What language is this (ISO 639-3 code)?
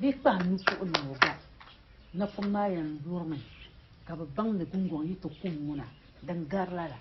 dag